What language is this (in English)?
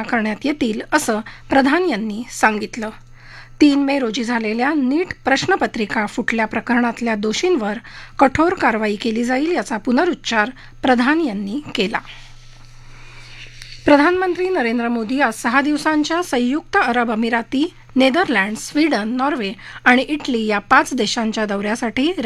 Marathi